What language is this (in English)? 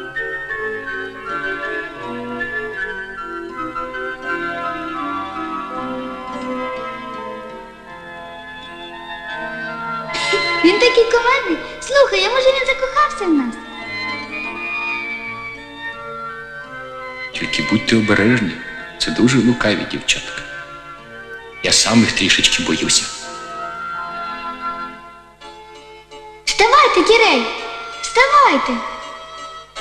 Ukrainian